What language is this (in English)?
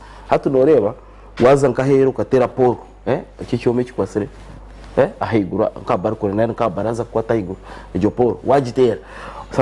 Nyankole